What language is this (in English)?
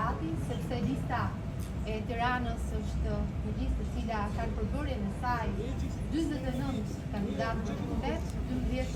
Albanian